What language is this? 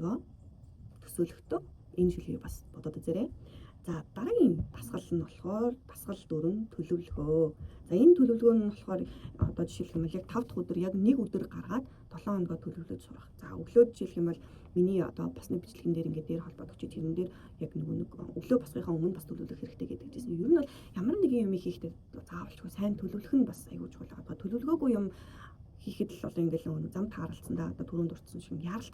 Mongolian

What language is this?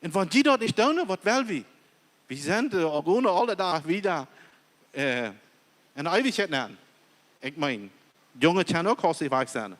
Plautdietsch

